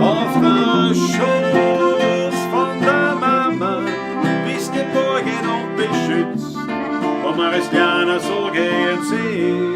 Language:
Bavarian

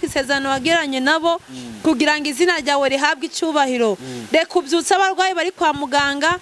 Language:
Kinyarwanda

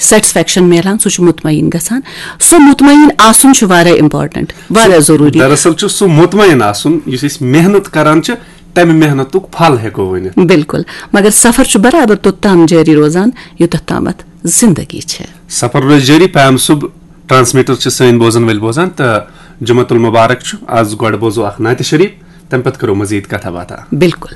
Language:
Kashmiri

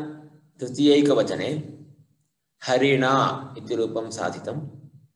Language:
Sanskrit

